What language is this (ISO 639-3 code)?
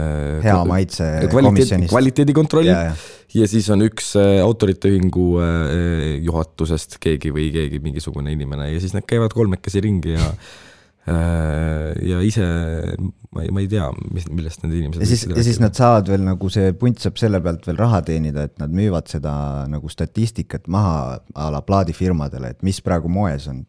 est